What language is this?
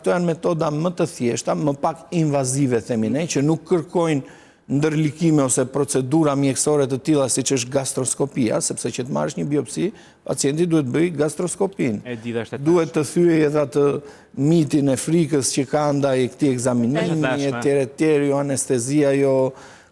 Albanian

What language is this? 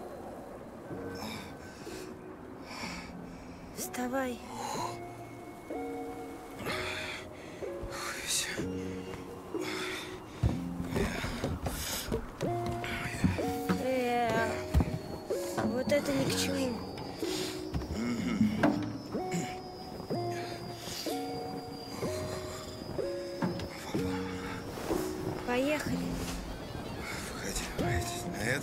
Russian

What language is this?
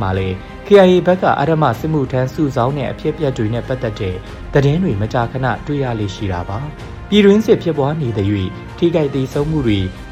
Burmese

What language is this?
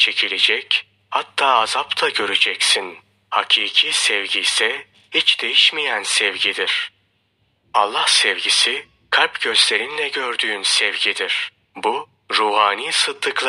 Turkish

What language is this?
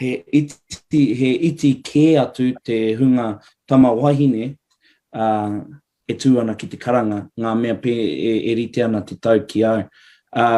Māori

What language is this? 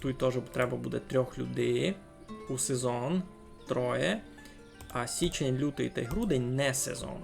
Rusyn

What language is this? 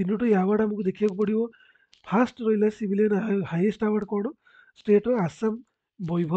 Odia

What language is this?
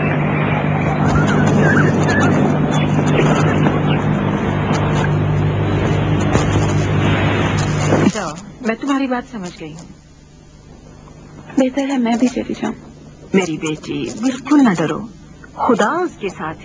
Urdu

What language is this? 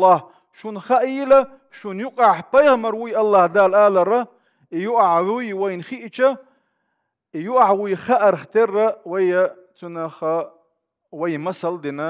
Chechen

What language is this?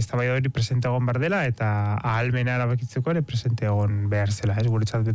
Basque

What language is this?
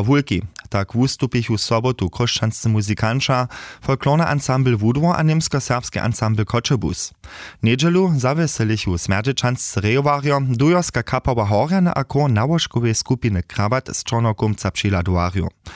Upper Sorbian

